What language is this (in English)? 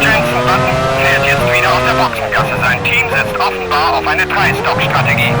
Bavarian